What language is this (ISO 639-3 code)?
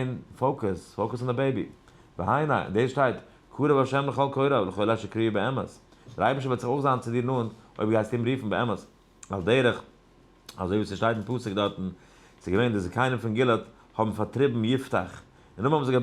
yid